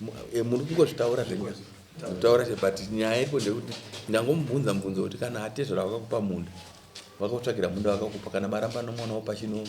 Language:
Shona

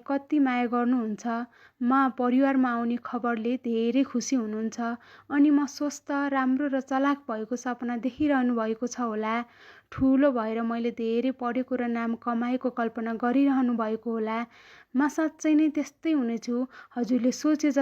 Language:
Nepali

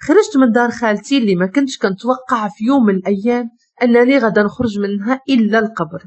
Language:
Moroccan Arabic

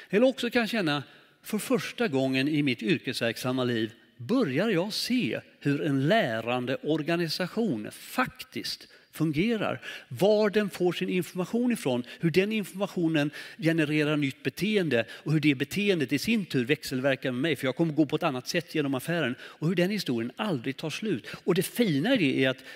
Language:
Swedish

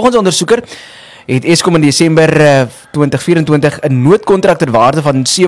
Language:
Afrikaans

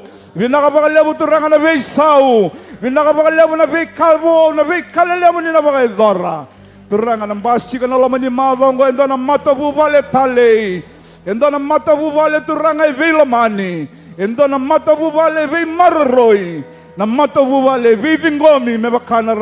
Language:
Fijian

